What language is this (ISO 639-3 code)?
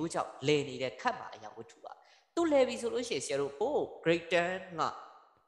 mya